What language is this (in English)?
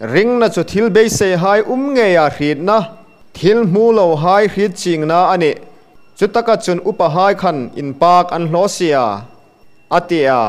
Hmar